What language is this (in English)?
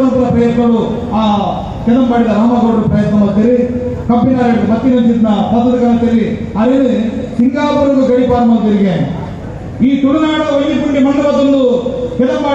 Tulu